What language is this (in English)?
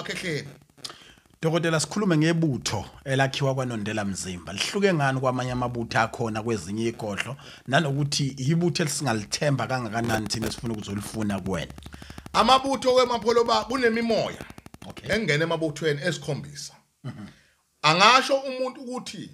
Zulu